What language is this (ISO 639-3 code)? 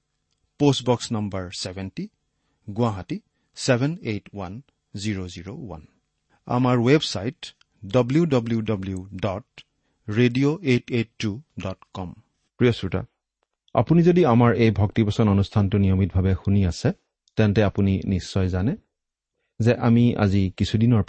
asm